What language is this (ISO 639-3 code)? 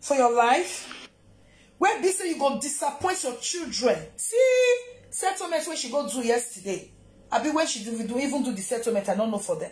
pcm